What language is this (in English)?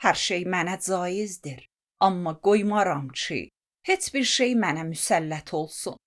Azerbaijani